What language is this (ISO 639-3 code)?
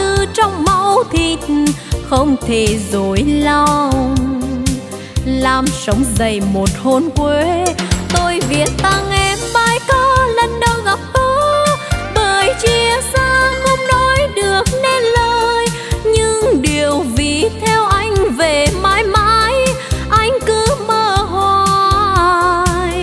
vie